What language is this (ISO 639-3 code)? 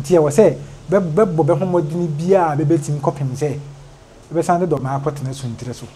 aka